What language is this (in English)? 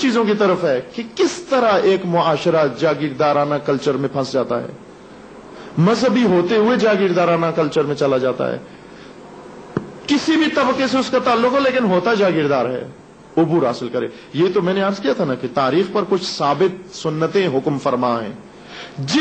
Urdu